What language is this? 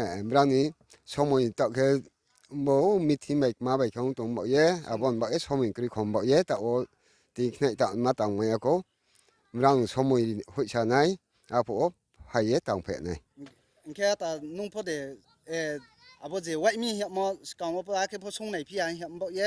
Riang (India)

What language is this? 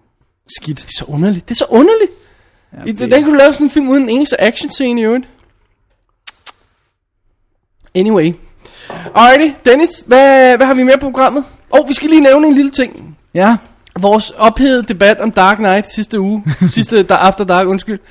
Danish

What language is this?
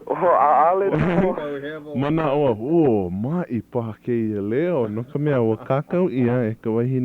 Hawaiian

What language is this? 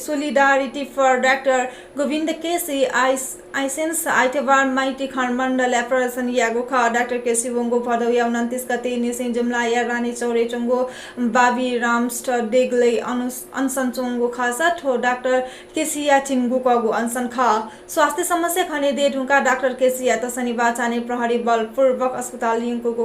Newari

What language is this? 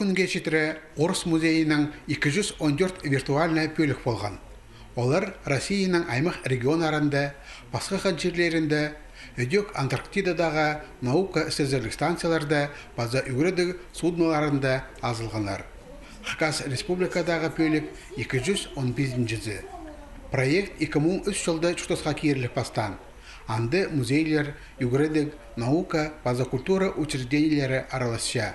Khakas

